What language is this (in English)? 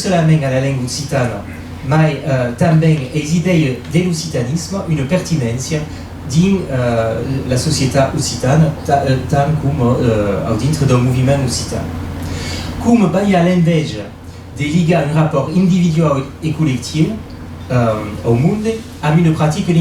Occitan